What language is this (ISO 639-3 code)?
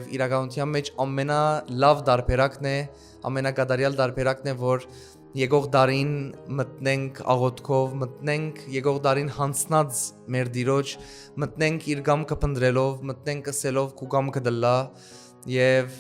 hyw